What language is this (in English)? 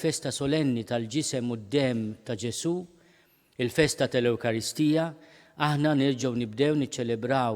Maltese